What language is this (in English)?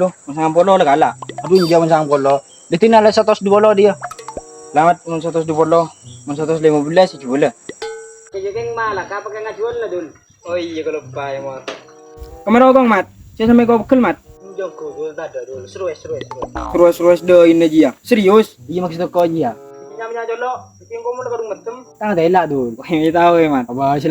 Madurese